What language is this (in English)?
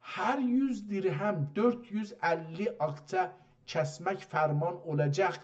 South Azerbaijani